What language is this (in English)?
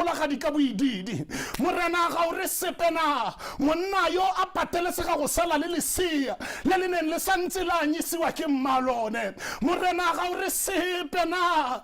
Tswana